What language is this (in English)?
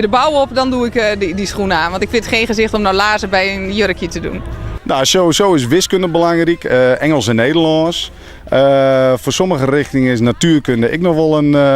Western Frisian